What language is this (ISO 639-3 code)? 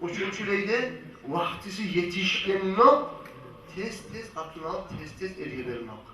kum